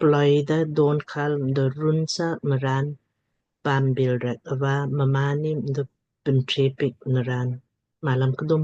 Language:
Lamkang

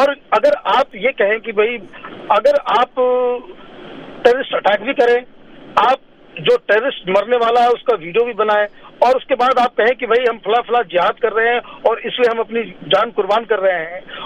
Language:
Urdu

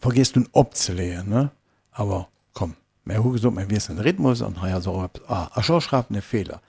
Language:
Luxembourgish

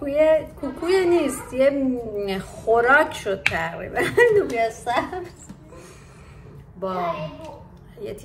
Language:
Persian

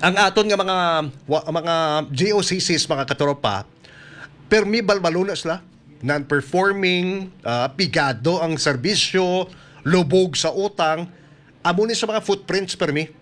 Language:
Hiligaynon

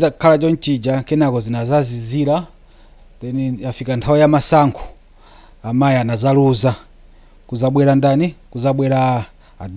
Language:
Nyanja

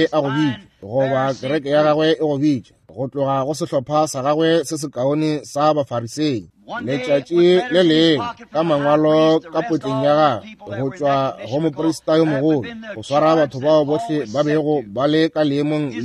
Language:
Northern Sotho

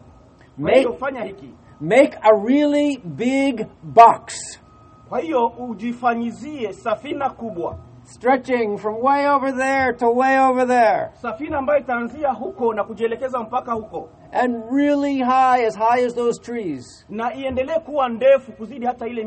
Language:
Swahili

